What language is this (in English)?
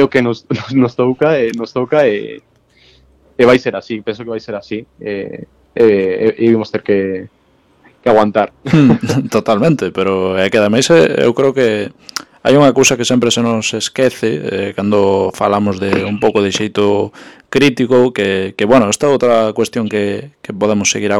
Galician